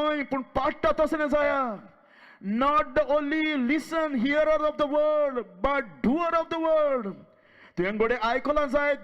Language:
Konkani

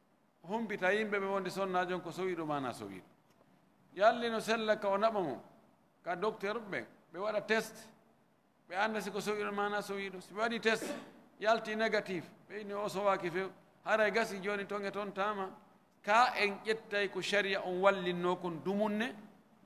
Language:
Fula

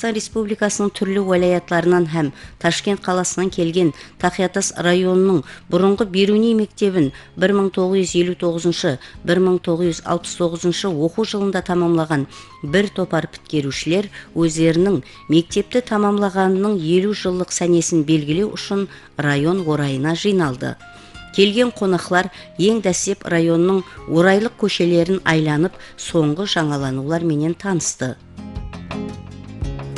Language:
Kara-Kalpak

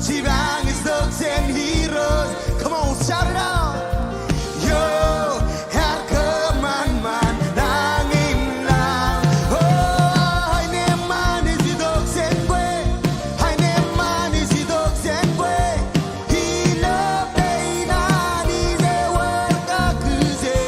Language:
Marshallese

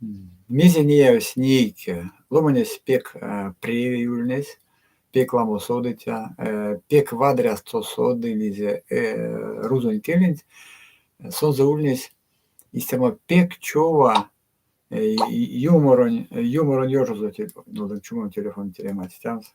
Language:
Erzya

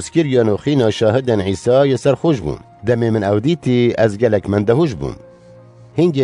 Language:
Kurdish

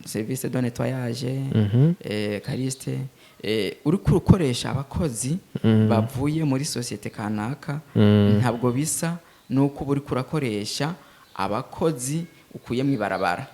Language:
Rundi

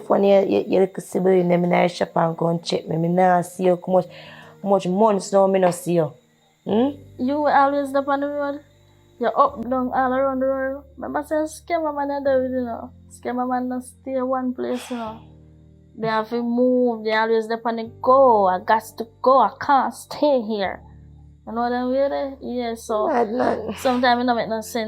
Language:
Jamaican Creole English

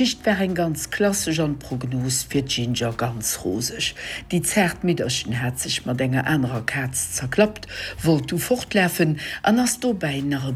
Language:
Luxembourgish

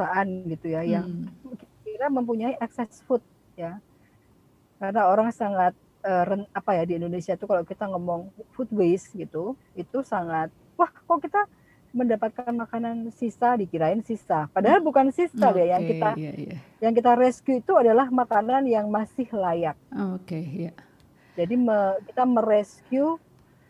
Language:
Indonesian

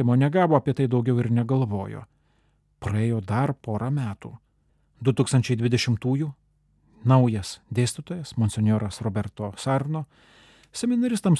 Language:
Lithuanian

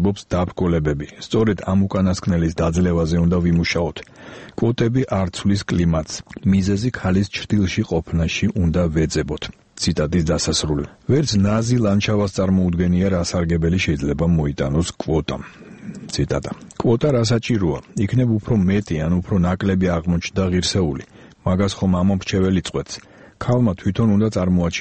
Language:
Georgian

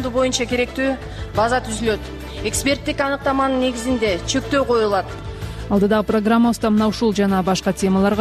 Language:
Kyrgyz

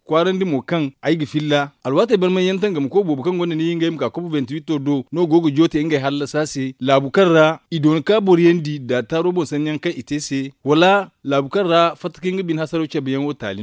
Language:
Zarma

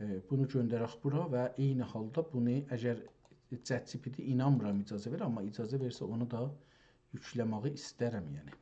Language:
South Azerbaijani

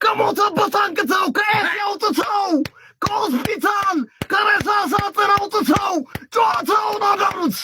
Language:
Amharic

